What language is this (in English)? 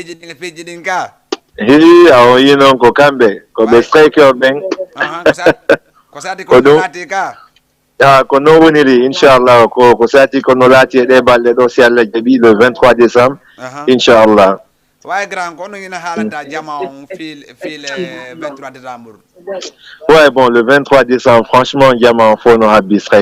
Fula